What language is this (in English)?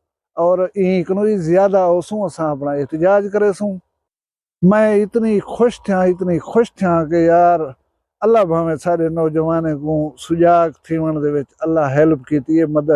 Saraiki